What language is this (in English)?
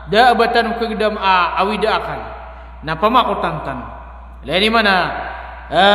Maranao